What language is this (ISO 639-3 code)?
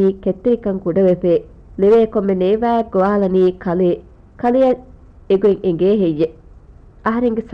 div